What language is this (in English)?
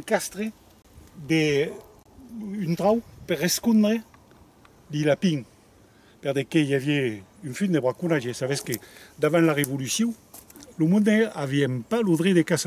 Occitan